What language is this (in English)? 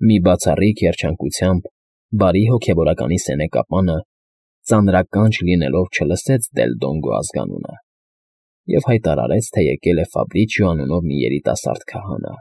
Armenian